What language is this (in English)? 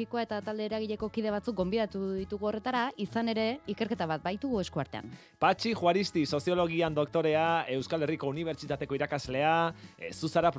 Basque